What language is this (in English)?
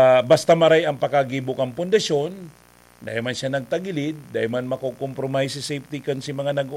Bikol